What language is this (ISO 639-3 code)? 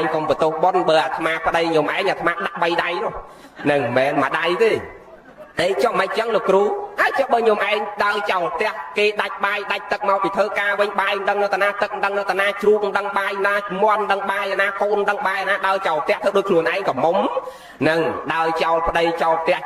khm